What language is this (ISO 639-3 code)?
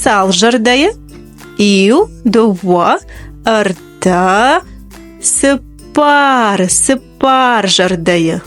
oss